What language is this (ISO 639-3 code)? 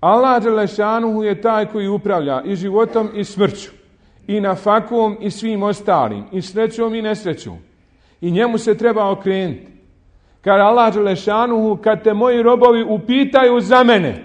bos